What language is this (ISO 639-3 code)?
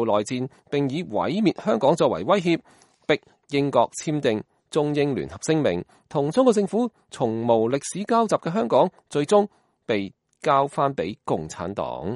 yue